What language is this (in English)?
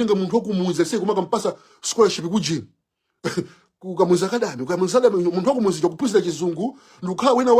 Nyanja